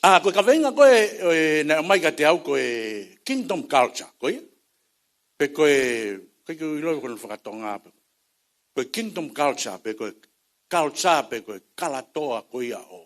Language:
Tongan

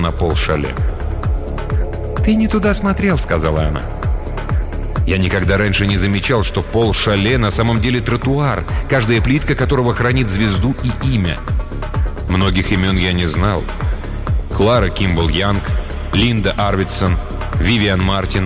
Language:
Russian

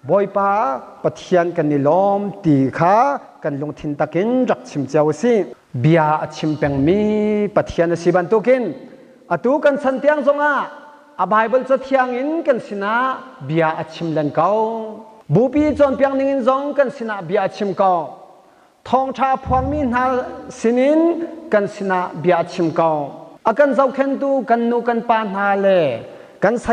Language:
Hakha Chin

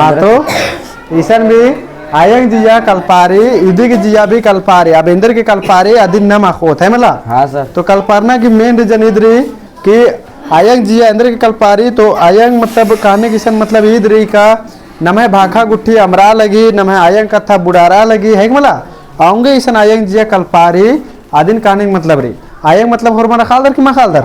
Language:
Kurukh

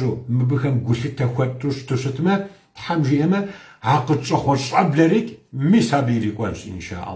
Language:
Kabardian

